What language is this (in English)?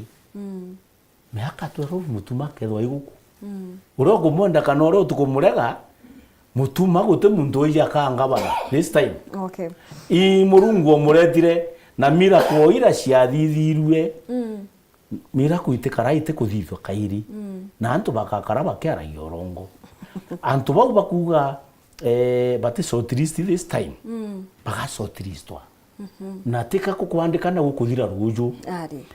Meru